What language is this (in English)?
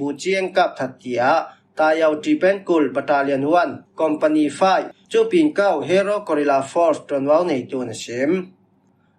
Falam Chin